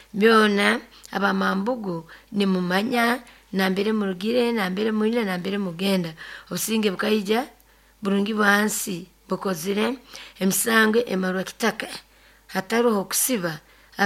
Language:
Nyoro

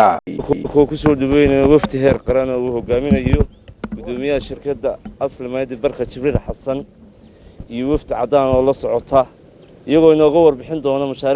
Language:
Somali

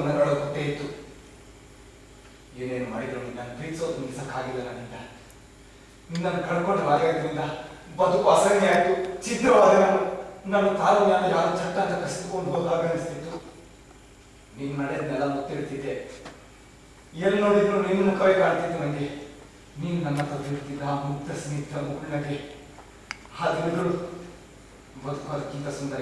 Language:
Kannada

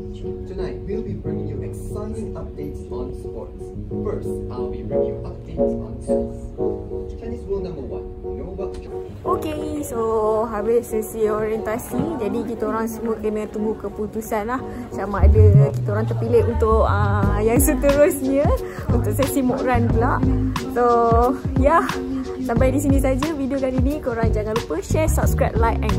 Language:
Malay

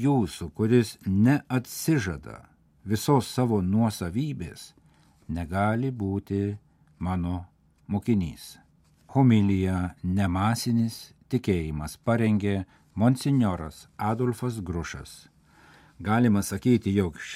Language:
Lithuanian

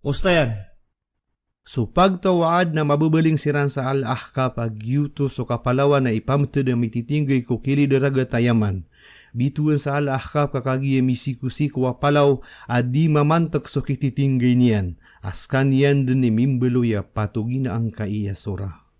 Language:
Maranao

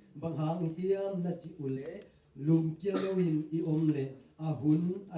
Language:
Tedim Chin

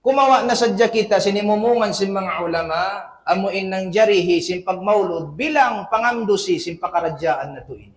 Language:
Tausug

